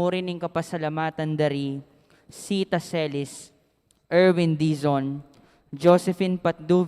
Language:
Pampanga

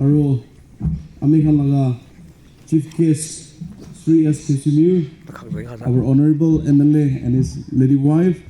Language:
Naga Pidgin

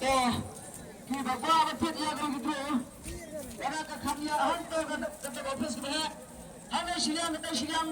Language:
Khasi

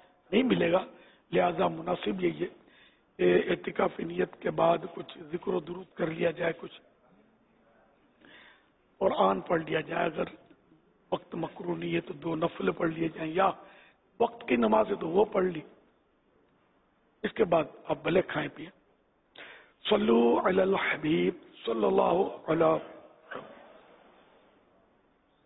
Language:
Urdu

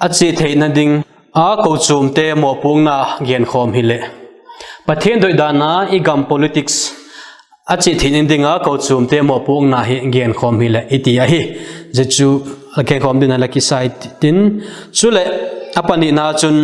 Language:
Vaiphei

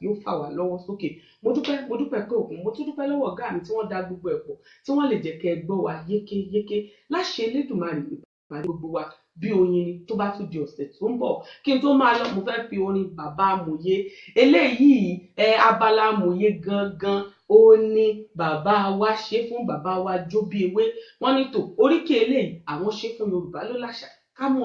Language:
Yoruba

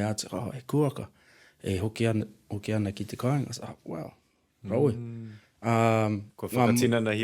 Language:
Māori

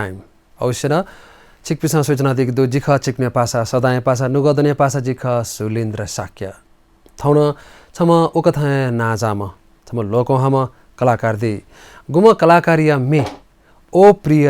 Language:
Newari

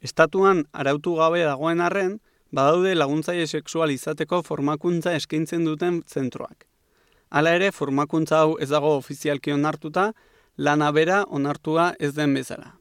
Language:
Basque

